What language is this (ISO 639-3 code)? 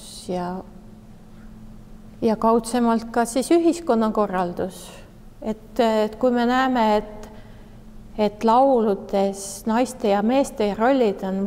est